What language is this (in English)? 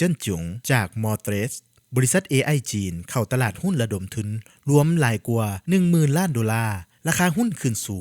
Lao